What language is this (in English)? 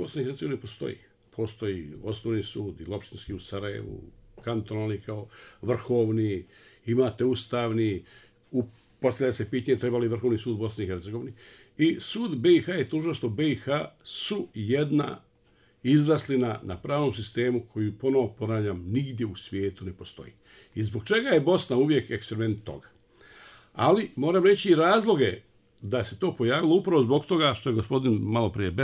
Bosnian